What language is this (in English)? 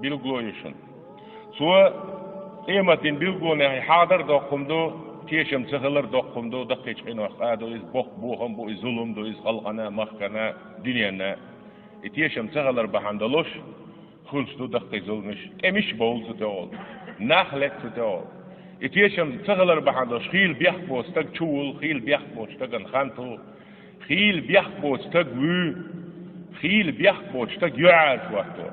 Chechen